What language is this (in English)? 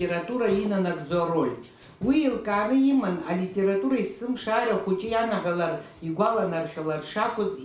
Abkhazian